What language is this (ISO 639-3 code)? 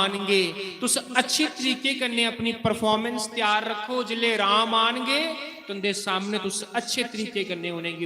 doi